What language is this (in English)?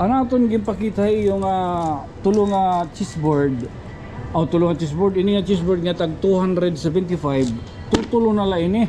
Waray